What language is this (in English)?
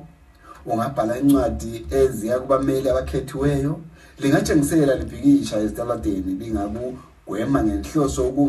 North Ndebele